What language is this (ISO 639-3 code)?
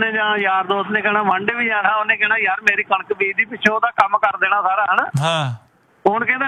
pan